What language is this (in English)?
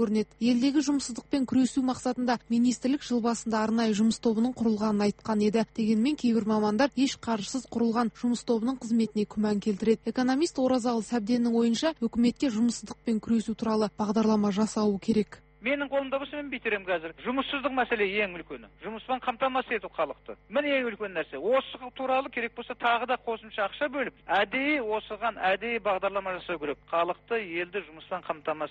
Kazakh